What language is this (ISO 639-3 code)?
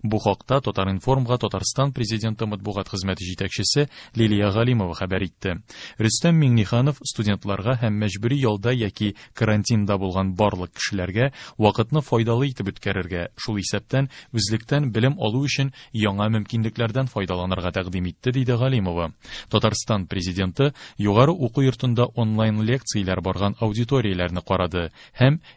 tat